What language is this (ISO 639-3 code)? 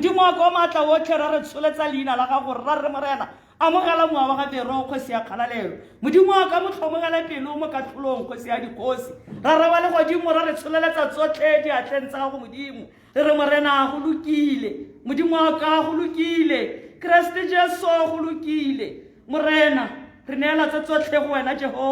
tsn